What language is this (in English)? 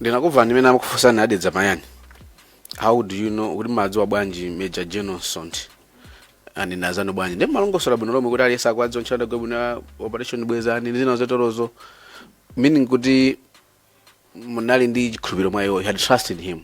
Nyanja